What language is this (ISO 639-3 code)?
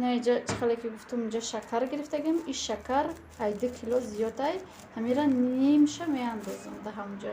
tgk